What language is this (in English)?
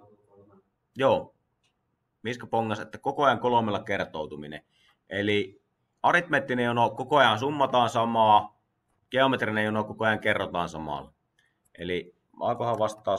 Finnish